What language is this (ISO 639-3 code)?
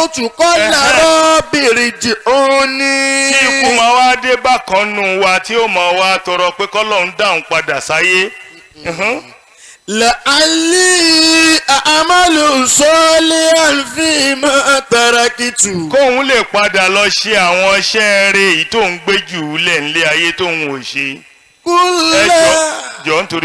yor